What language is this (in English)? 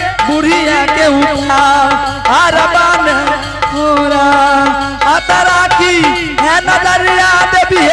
Angika